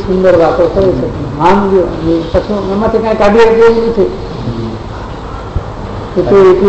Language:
Gujarati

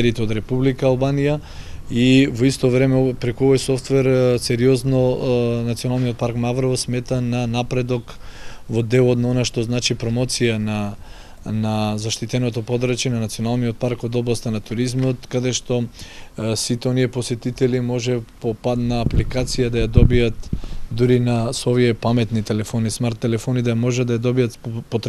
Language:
Macedonian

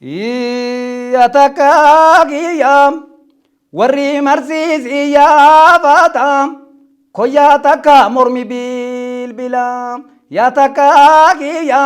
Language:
Oromo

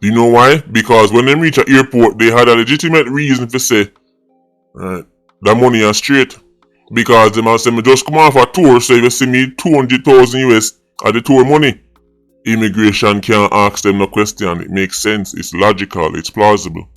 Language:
Jamaican Creole English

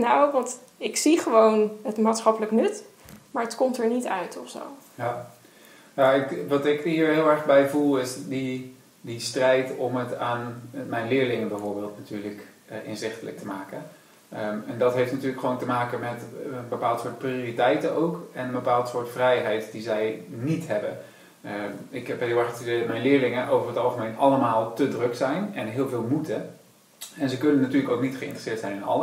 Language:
Dutch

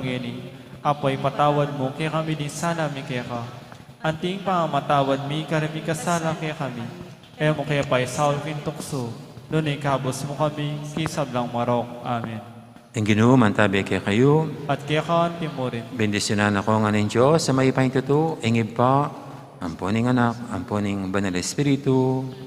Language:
Pampanga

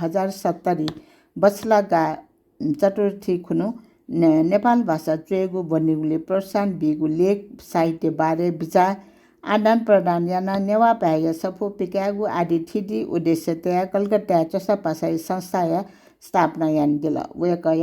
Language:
Newari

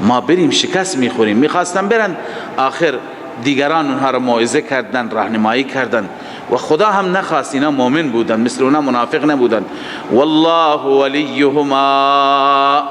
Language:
Persian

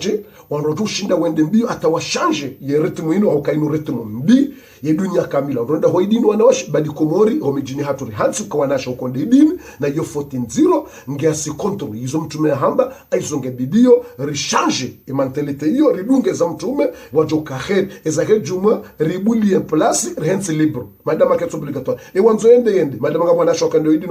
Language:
Ngazidja Comorian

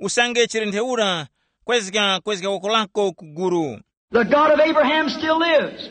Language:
Tumbuka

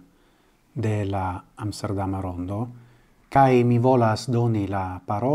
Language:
Esperanto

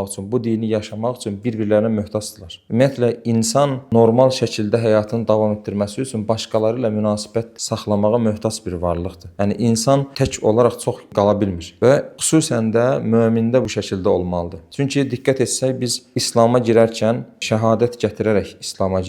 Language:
Azerbaijani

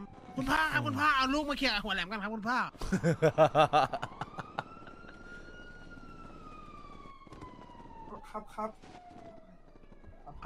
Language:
Thai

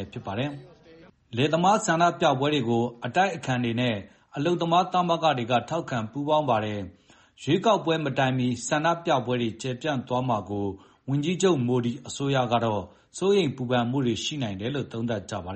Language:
Burmese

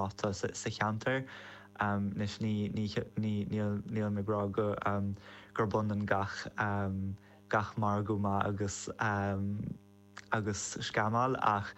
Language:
Irish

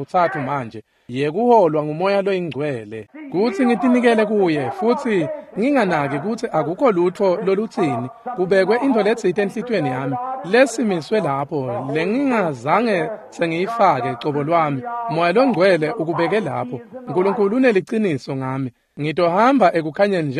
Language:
Swati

